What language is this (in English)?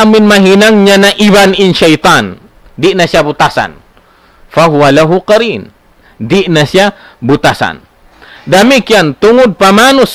Tausug